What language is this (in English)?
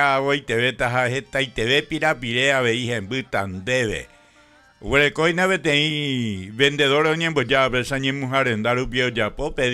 Guarani